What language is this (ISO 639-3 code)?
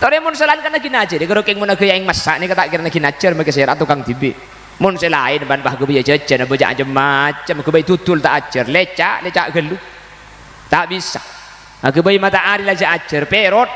mad